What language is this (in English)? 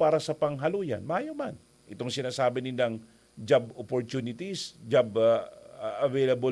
Bikol